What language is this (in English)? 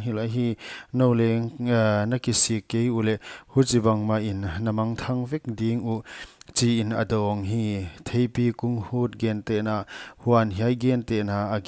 Paite Chin